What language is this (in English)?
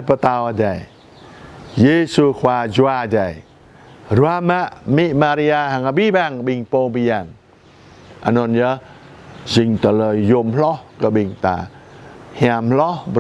Jarai